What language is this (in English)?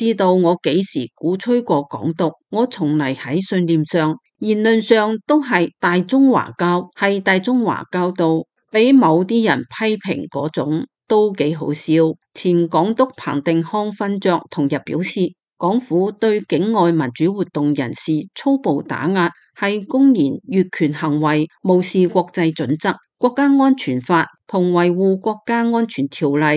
Cantonese